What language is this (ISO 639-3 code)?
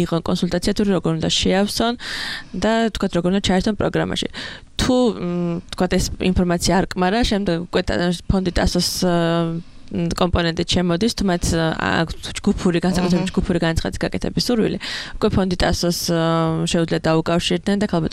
kat